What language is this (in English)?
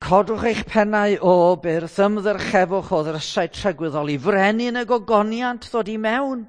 Welsh